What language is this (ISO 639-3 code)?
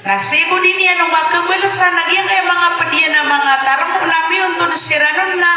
mrw